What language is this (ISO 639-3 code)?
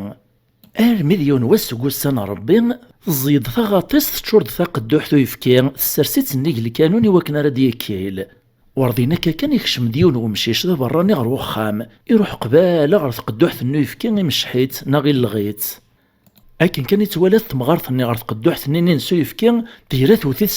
kab